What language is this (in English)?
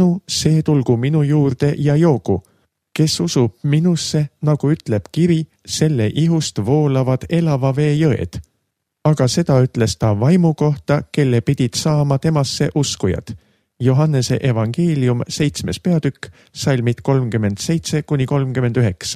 Estonian